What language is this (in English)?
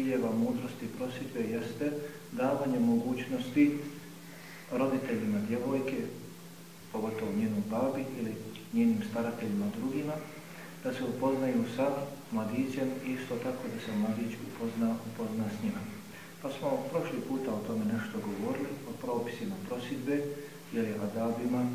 Bosnian